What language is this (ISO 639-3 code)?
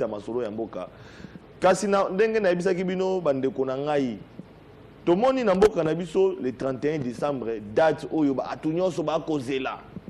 lin